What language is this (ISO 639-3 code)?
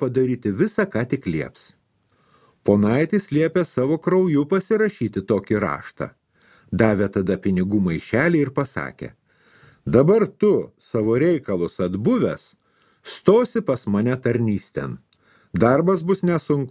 lit